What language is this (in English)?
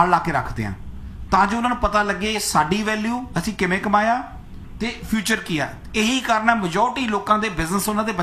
Punjabi